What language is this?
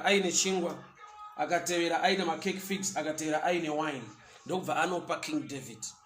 Shona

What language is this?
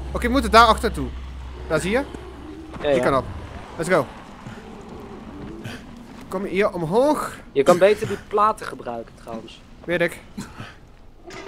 Dutch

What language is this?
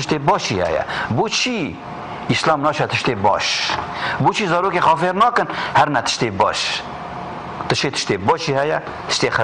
Kurdish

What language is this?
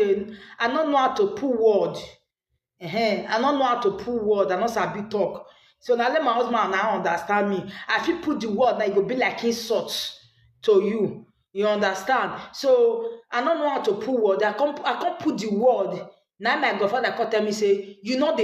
Nigerian Pidgin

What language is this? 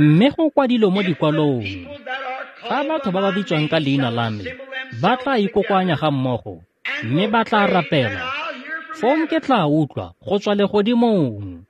Tswana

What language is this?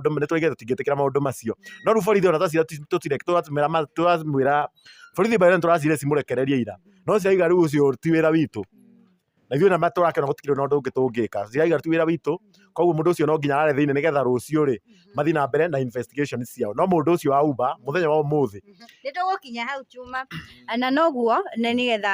Kikuyu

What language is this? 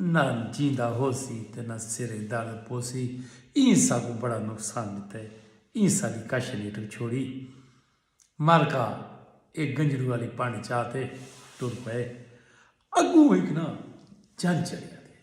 Saraiki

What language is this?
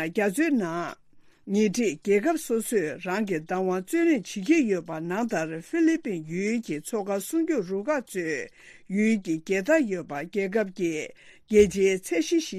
Tibetan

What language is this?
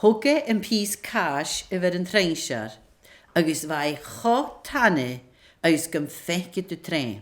Scottish Gaelic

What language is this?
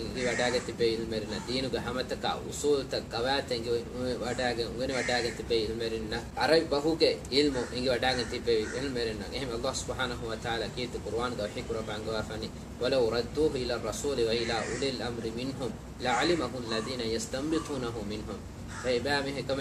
Divehi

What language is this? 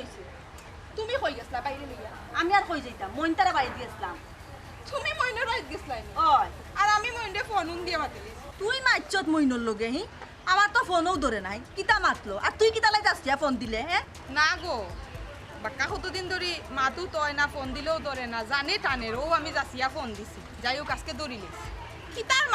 Sylheti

